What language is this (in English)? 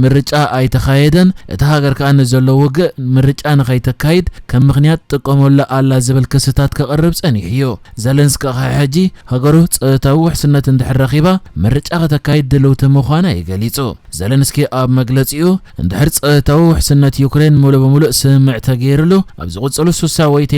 Tigrinya